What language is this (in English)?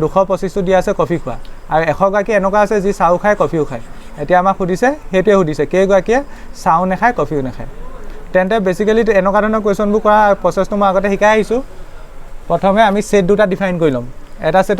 Assamese